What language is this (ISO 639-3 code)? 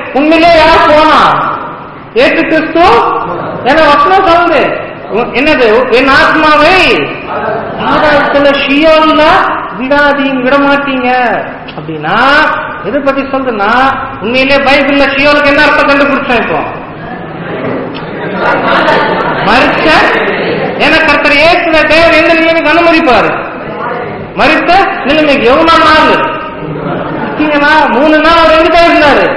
tam